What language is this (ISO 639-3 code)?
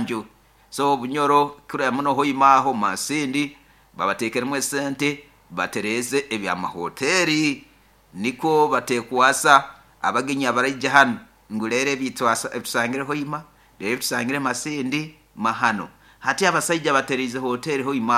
nyo